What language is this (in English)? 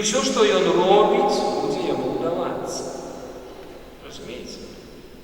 Belarusian